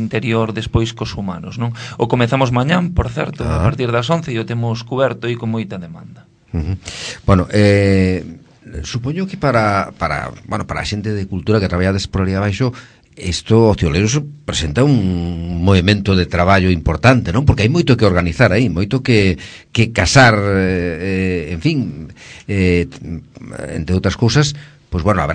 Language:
Galician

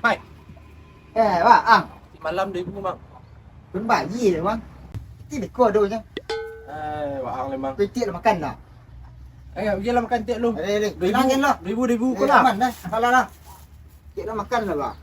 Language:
Minangkabau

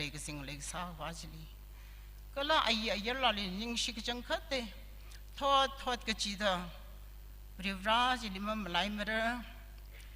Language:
Tangkhul Naga (India)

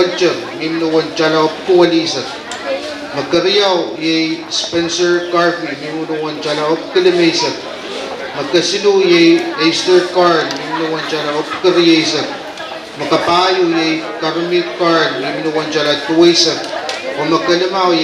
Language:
Pohnpeian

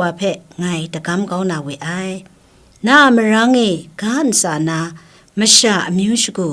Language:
Kachin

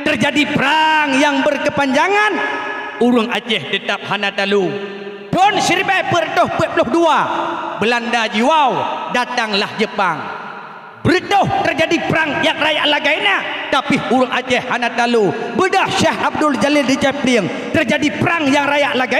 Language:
Achinese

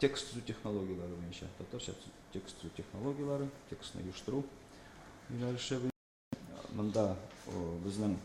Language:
Tatar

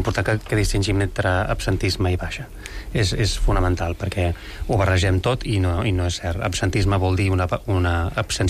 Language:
Catalan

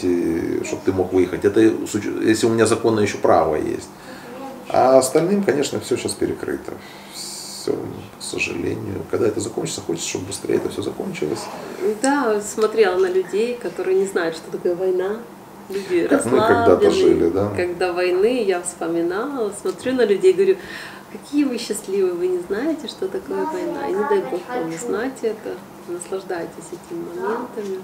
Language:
Russian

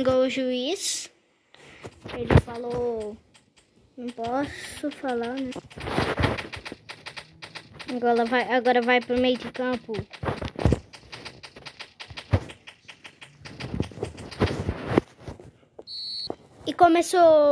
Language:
Portuguese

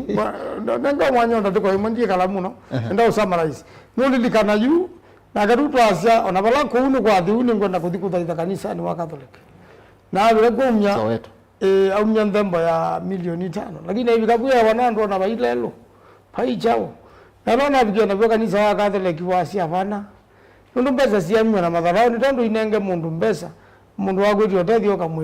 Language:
Kamba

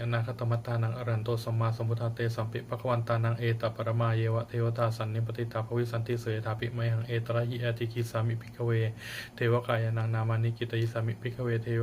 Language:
Pali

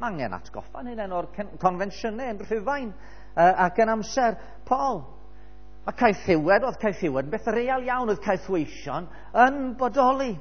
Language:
Welsh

